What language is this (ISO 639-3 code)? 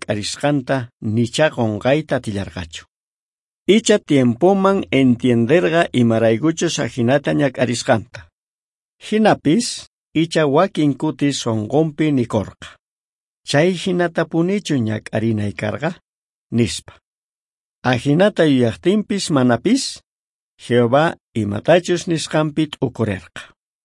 quh